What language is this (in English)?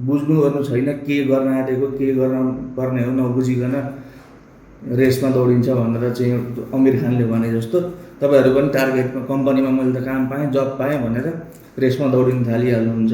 Nepali